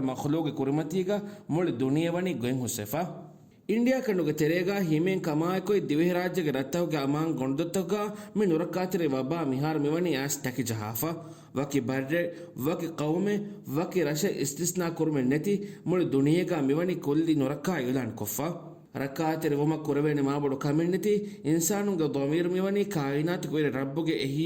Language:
Divehi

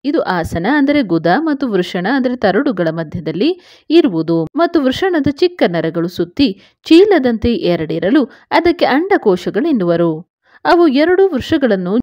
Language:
Kannada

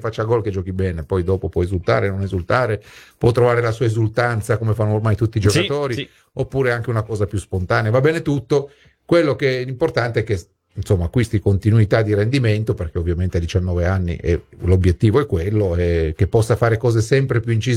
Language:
Italian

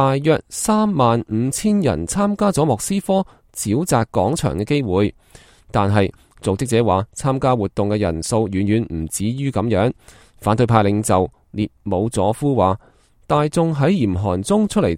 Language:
Cantonese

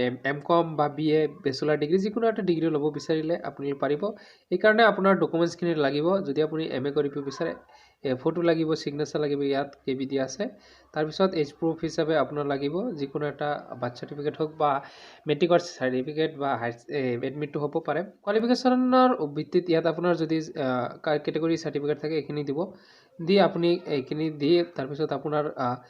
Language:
Assamese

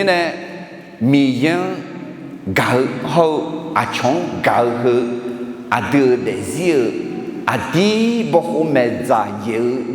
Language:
Akha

